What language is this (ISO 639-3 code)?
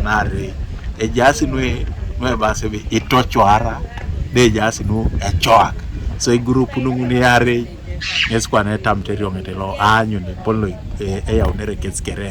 teo